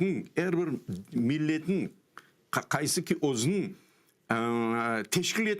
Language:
Crimean Tatar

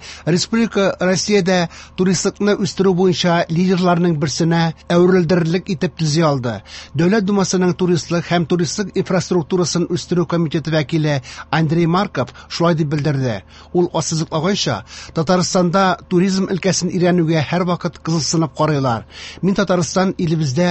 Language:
Tatar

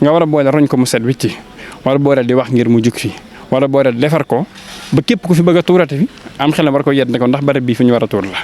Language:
Wolof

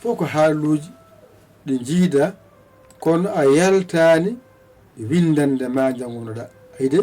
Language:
Fula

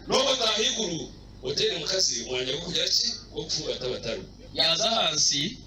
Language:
Nyankole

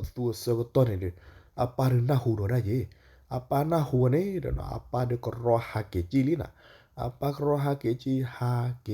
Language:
S'gaw Karen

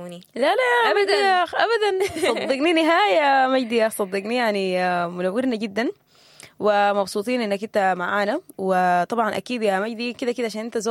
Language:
Sudanese Arabic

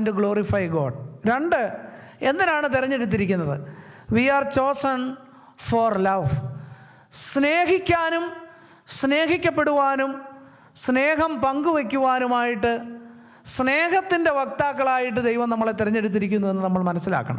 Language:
Malayalam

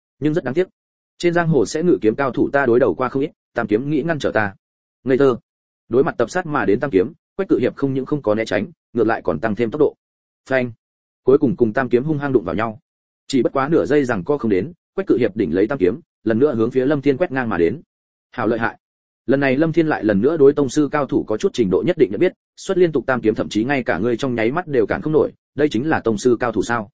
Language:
Vietnamese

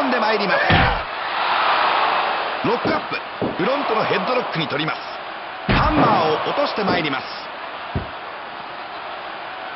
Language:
Japanese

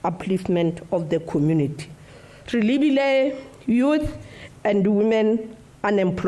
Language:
Tswana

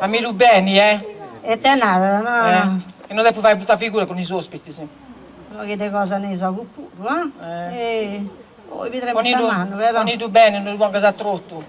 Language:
Sardinian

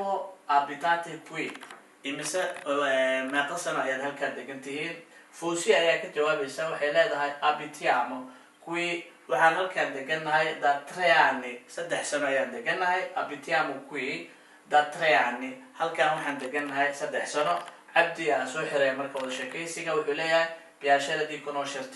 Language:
Somali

